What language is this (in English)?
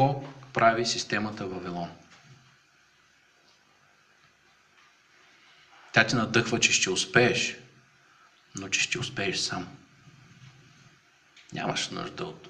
Bulgarian